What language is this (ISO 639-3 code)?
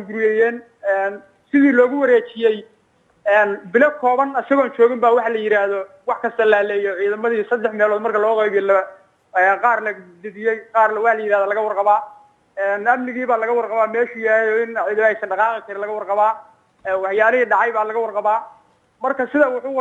som